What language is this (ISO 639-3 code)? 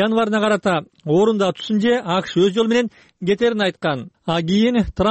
kir